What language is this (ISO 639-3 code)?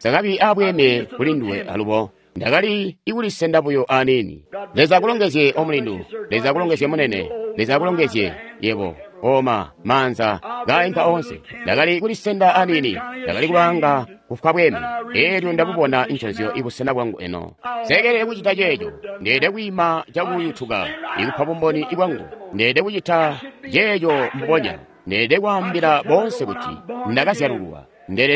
toi